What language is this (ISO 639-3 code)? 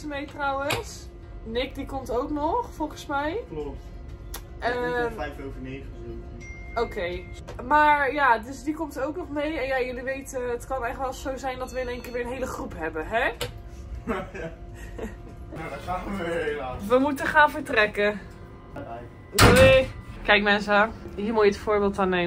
nld